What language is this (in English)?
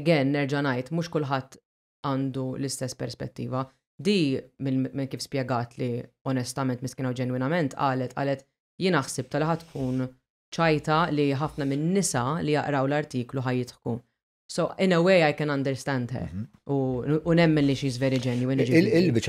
Maltese